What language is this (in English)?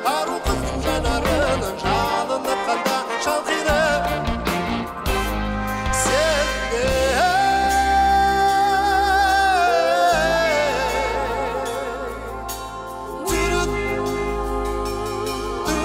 Kazakh